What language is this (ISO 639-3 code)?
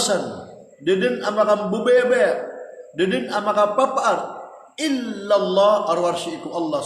mrw